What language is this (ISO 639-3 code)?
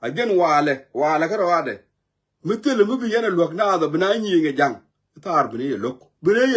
nus